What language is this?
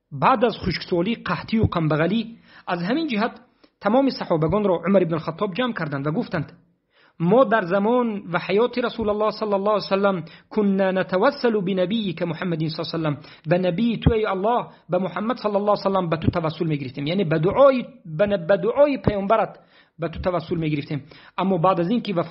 Tajik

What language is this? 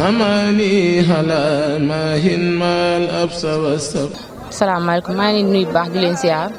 Wolof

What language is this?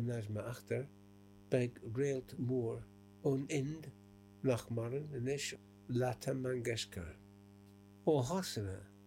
Irish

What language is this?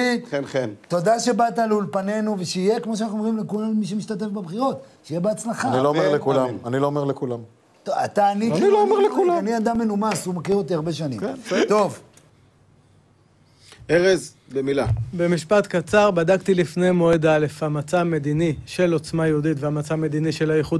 Hebrew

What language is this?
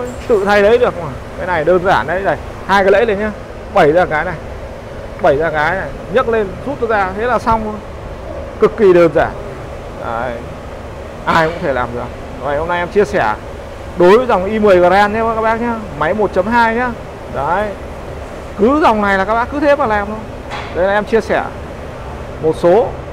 Vietnamese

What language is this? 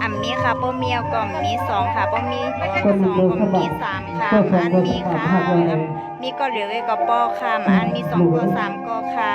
Shan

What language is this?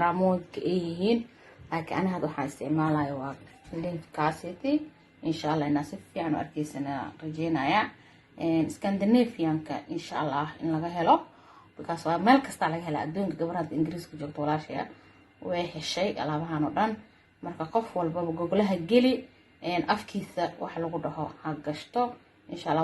Somali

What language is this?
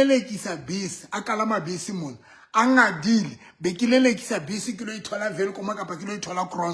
Southern Sotho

